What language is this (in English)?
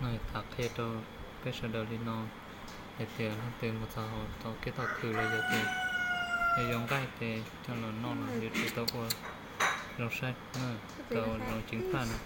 Hmong